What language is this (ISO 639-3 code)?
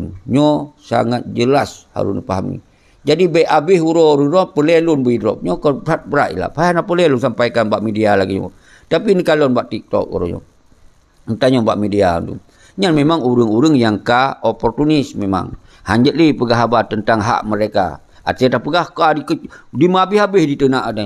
ace